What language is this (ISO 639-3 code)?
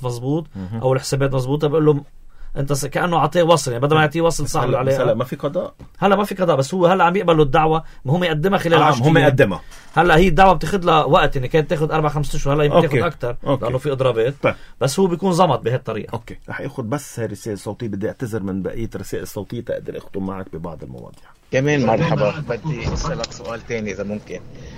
apc